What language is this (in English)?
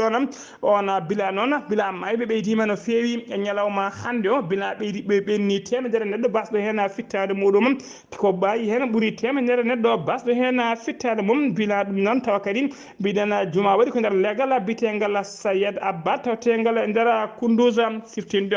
Fula